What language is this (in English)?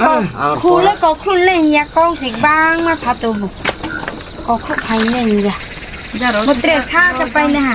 Riang (India)